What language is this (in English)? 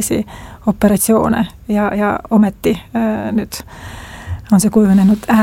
Estonian